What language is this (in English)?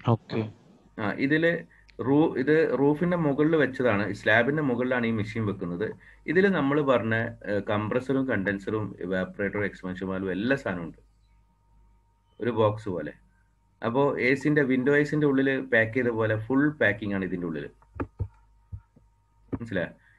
Malayalam